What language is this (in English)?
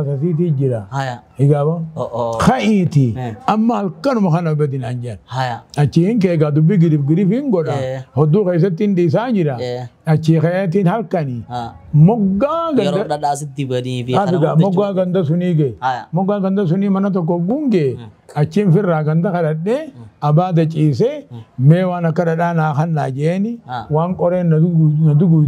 Oromo